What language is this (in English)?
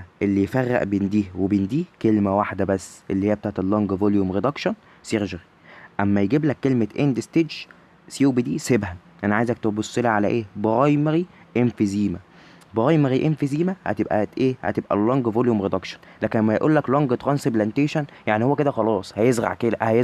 Egyptian Arabic